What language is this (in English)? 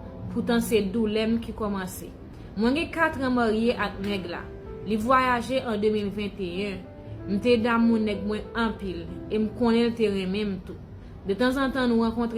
Haitian Creole